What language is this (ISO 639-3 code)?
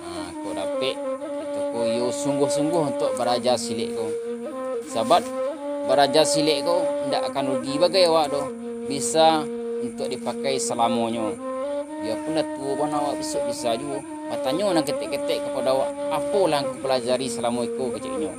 min